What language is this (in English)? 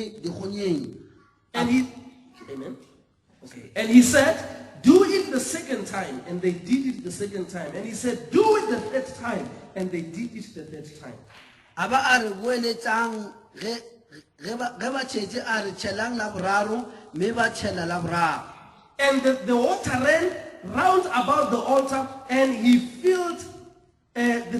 Northern Sotho